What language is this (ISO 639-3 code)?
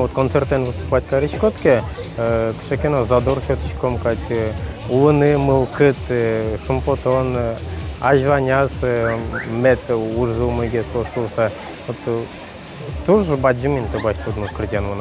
udm